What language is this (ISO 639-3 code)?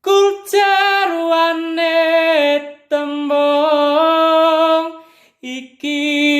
jav